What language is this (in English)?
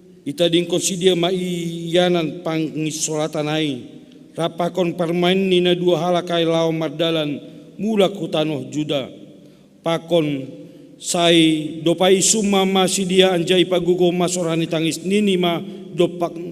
Batak Simalungun